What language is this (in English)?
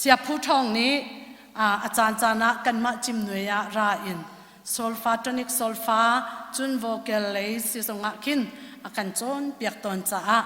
Hakha Chin